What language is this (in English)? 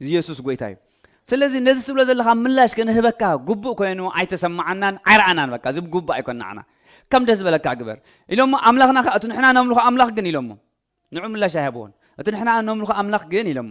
Tigrinya